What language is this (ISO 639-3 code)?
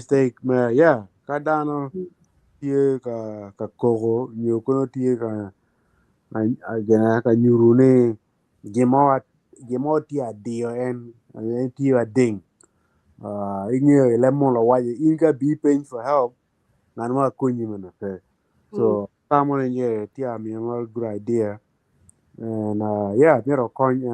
ach